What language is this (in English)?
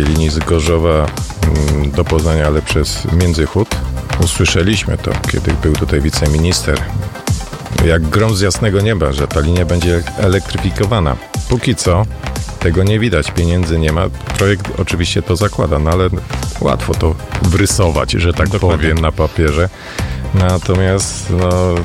Polish